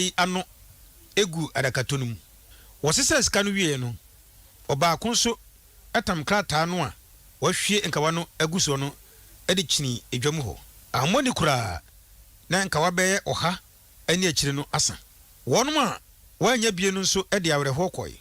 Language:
Akan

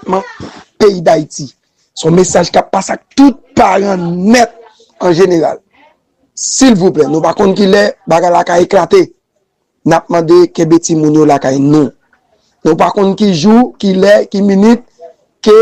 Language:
Haitian Creole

